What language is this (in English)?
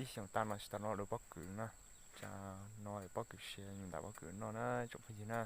Hmong